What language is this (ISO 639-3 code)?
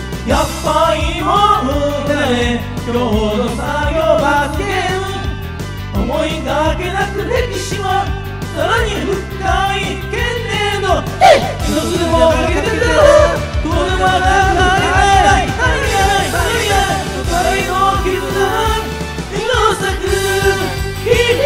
jpn